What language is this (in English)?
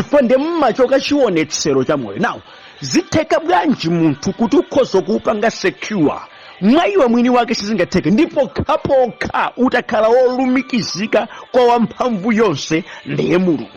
Nyanja